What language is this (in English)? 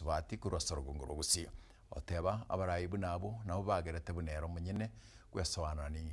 Gusii